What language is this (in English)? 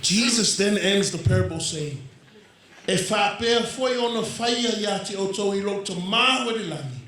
Samoan